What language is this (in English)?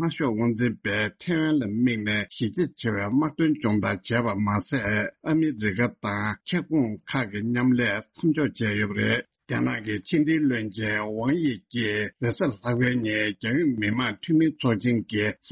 Tibetan